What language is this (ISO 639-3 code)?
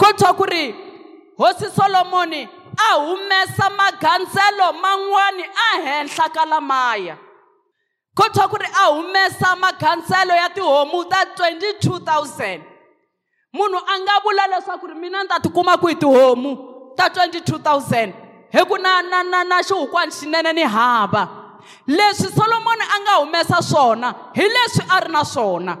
tso